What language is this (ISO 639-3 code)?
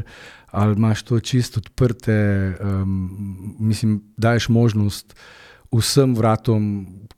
slv